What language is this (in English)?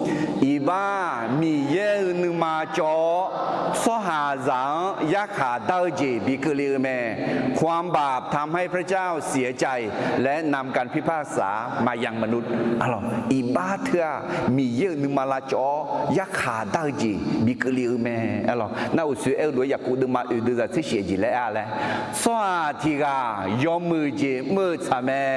Akha